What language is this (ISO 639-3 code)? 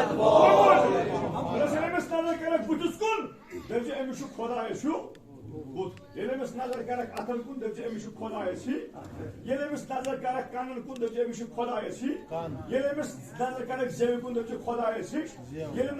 kas